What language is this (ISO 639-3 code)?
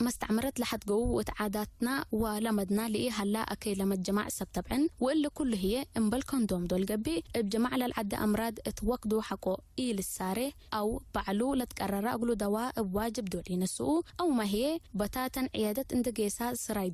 tig